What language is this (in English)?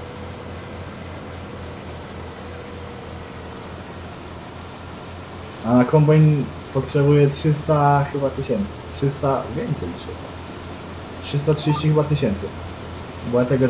Polish